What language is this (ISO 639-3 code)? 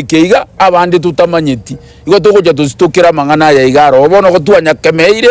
guz